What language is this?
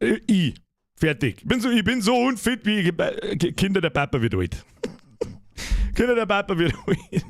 Bavarian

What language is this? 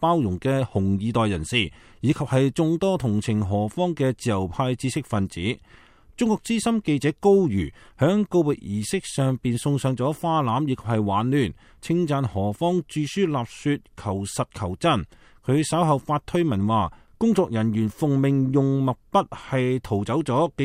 Cantonese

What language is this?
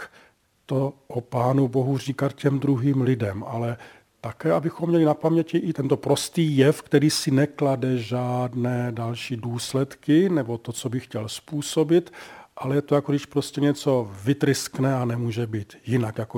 Czech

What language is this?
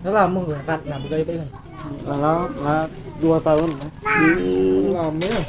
Musi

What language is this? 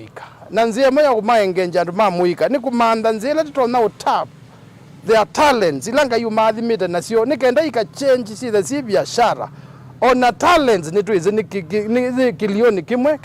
Kamba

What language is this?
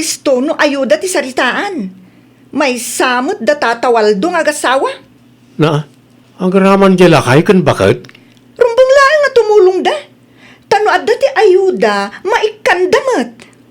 Iloko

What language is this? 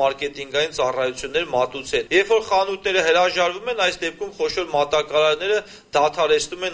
Armenian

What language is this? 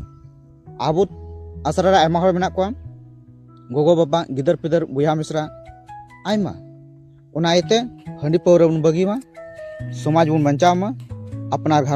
Santali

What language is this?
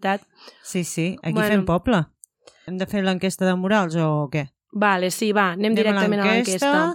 Catalan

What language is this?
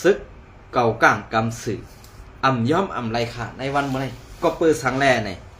Shan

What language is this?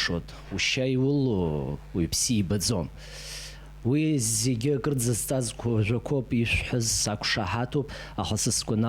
Abkhazian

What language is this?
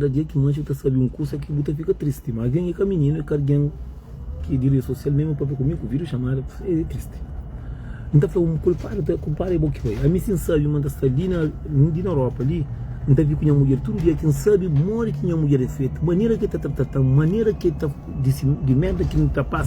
Kabuverdianu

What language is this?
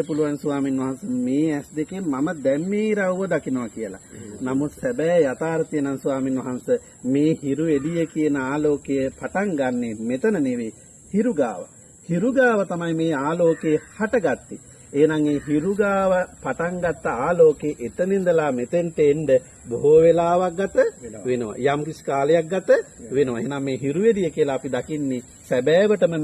Sinhala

